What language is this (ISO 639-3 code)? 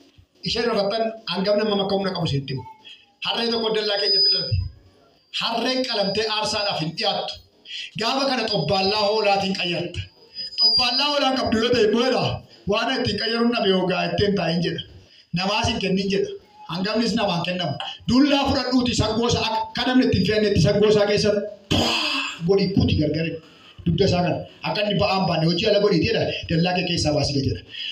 orm